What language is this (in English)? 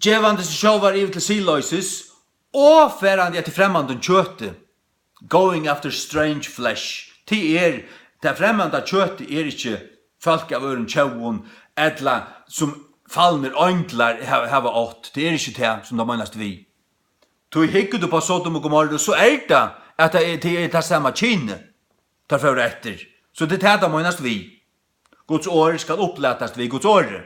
Faroese